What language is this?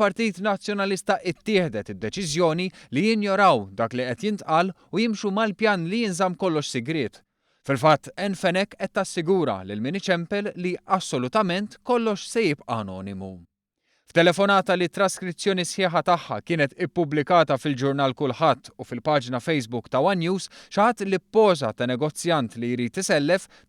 Maltese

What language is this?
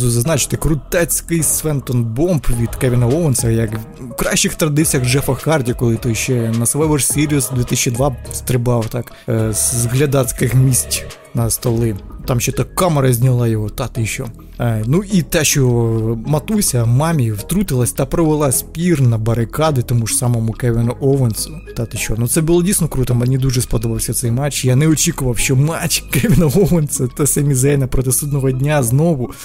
Ukrainian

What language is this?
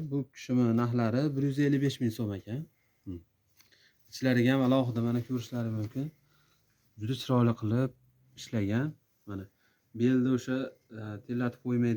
Uzbek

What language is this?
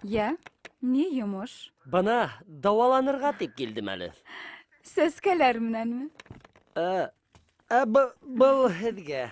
Bashkir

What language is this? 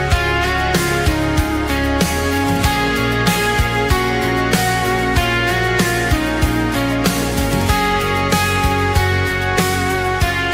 Fijian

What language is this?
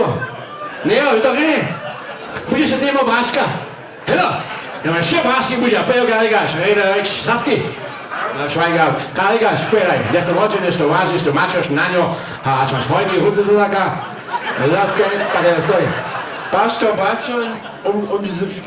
Upper Sorbian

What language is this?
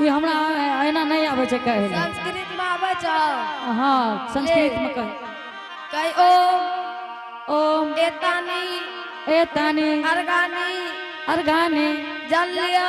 Angika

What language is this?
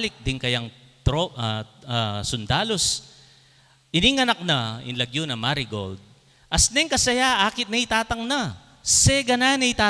Pampanga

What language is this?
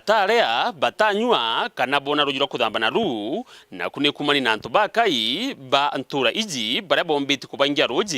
Meru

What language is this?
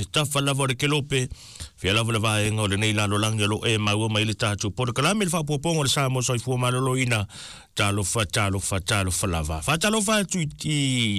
Samoan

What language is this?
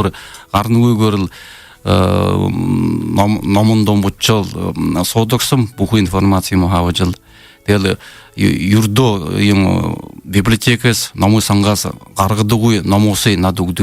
Buriat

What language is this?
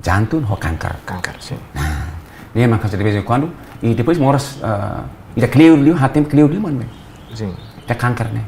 Tetum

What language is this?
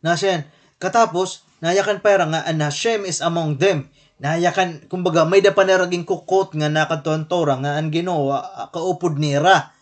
Waray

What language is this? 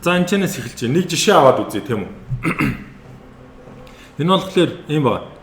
Mongolian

